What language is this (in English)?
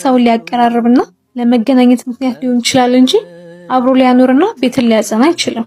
Amharic